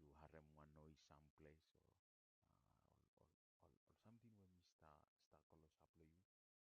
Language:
Bislama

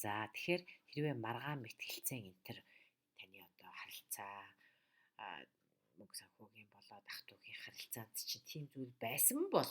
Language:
Mongolian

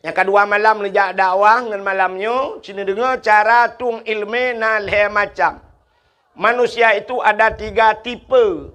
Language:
Achinese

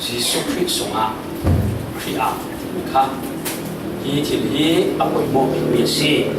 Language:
Falam Chin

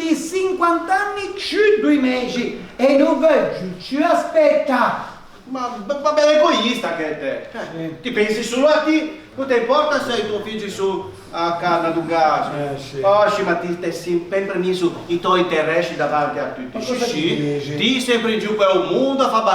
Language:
Ligurian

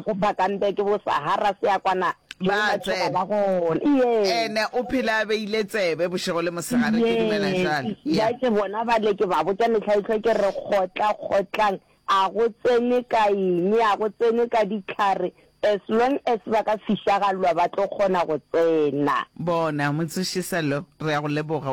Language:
Northern Sotho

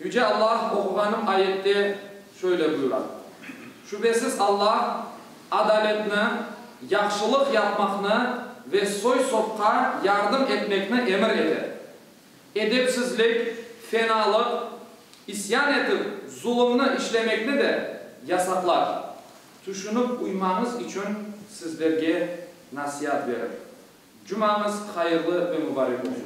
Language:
Crimean Tatar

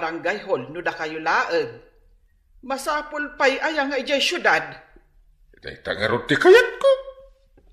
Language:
Iloko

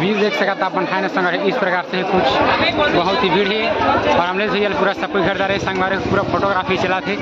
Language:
Chhattisgarhi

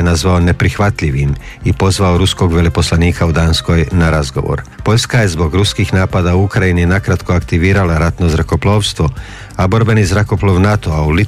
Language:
Croatian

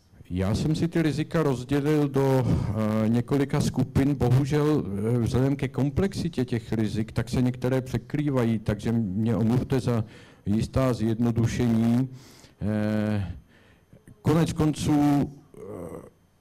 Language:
Czech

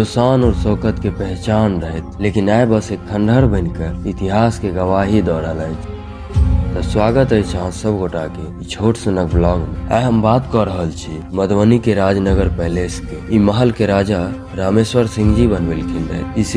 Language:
Maithili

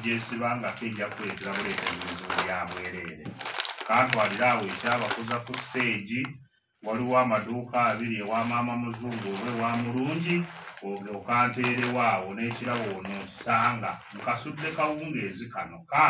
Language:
Ganda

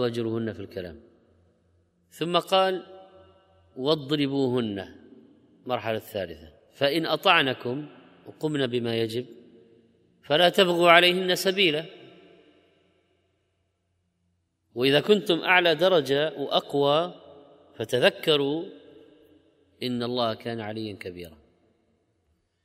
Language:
Arabic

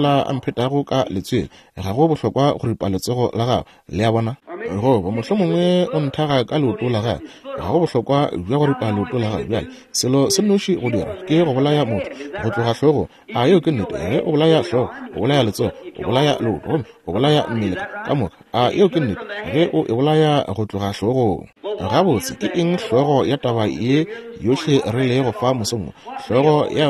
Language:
Northern Sotho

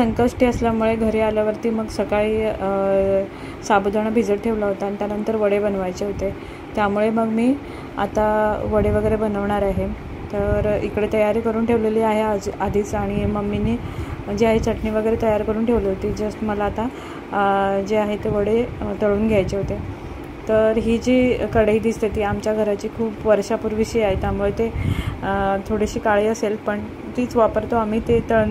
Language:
Marathi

